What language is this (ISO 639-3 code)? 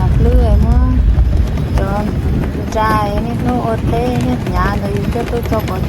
hmn